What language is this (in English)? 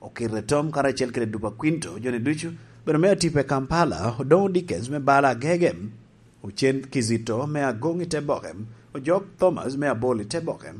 Lango (Uganda)